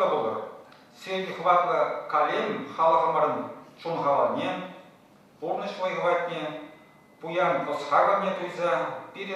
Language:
Chuvash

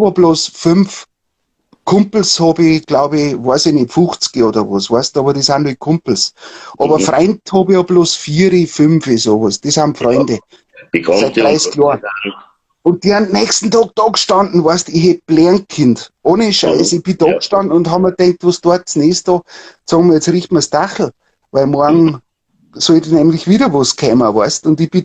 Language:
Bavarian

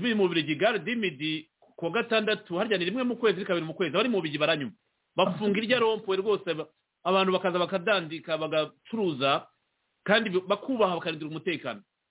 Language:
Kinyarwanda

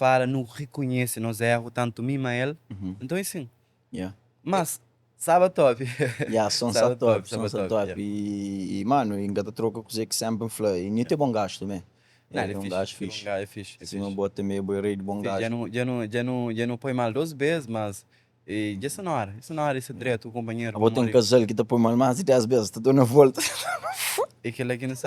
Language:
Kabuverdianu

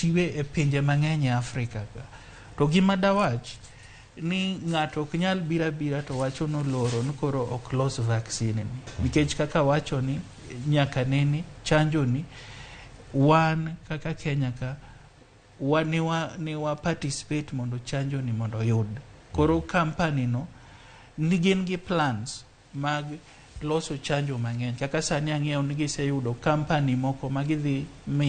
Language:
Luo (Kenya and Tanzania)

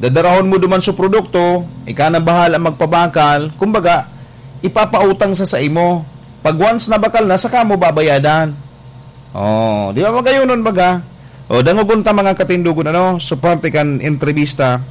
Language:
Bikol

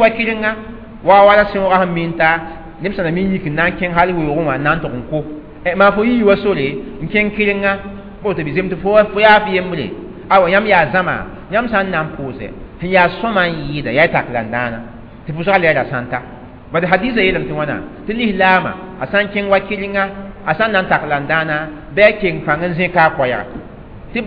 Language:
Mossi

